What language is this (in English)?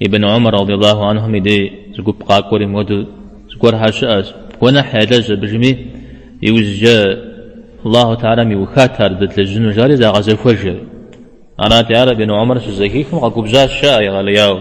Kabardian